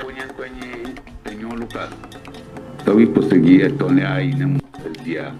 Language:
Ewe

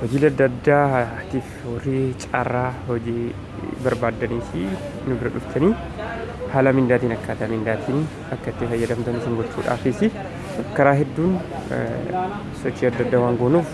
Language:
Oromo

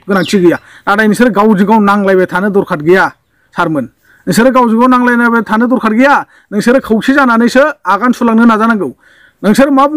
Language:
Bodo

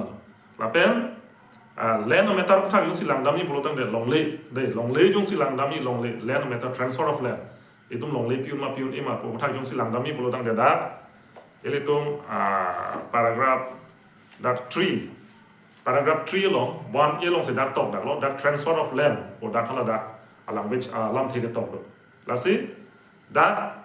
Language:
Karbi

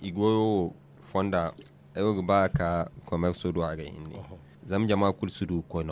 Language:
Zarma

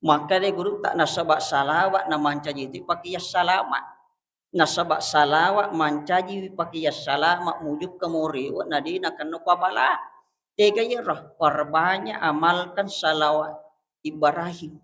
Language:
Buginese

